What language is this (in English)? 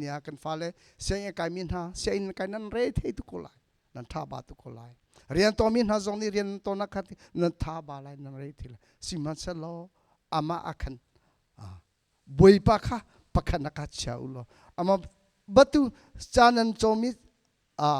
Hakha Chin